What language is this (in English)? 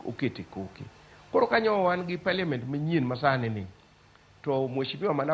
Luo (Kenya and Tanzania)